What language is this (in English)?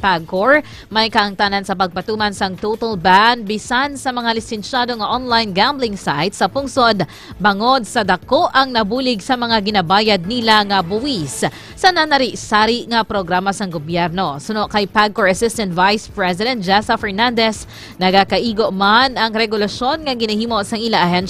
Hiligaynon